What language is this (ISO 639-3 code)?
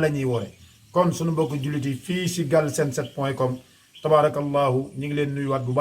wol